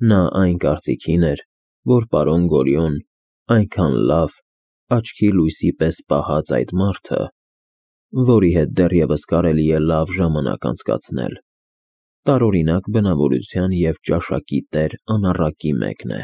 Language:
Armenian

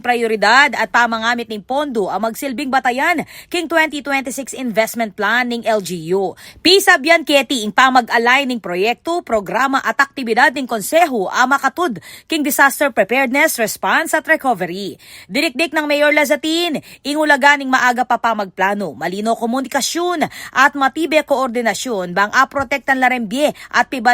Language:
Pampanga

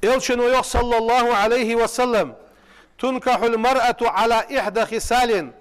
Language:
Ingush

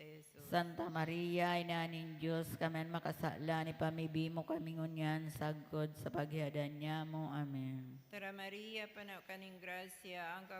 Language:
Bikol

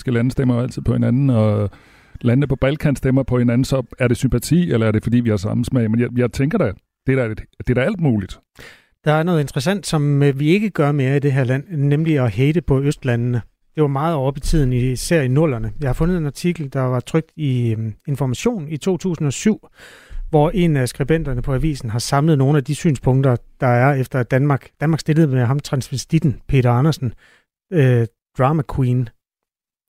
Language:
Danish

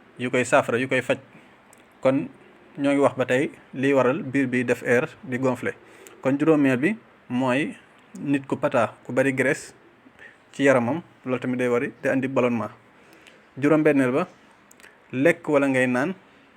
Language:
Wolof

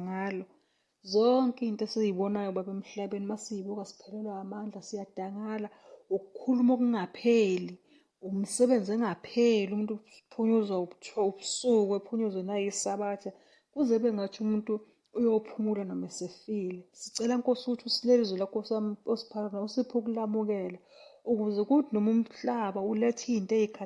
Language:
Zulu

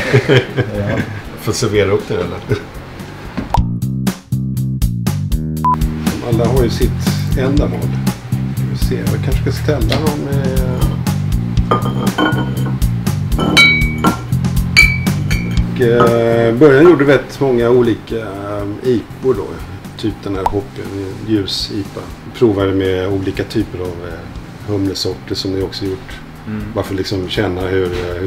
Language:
Swedish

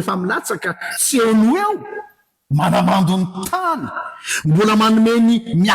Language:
Malagasy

